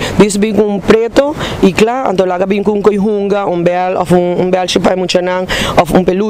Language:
Papiamento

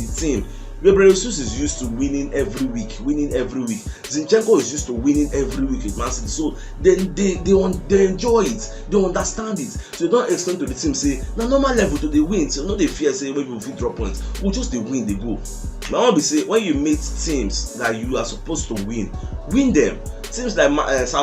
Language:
Nigerian Pidgin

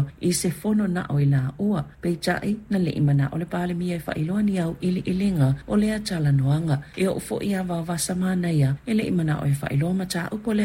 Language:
Samoan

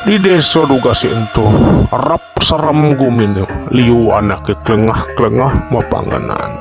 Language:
Balinese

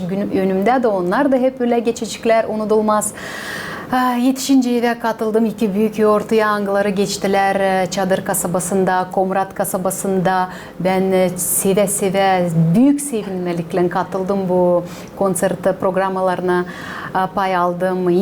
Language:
Gagauz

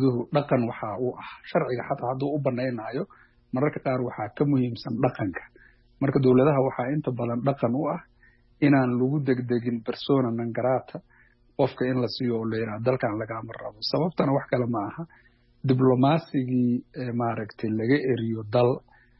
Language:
Somali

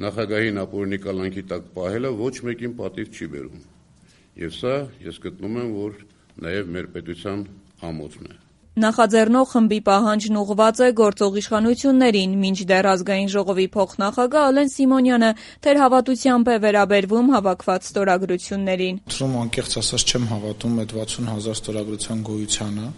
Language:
Armenian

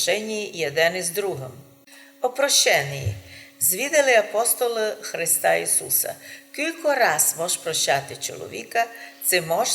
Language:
Rusyn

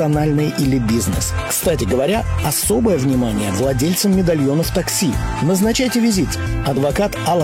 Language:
Russian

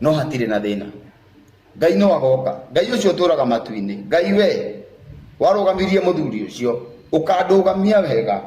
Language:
Kikuyu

